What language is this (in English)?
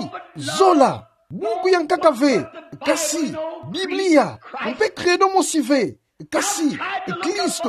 Kituba (Democratic Republic of Congo)